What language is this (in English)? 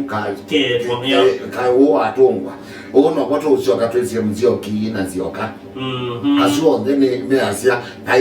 Kamba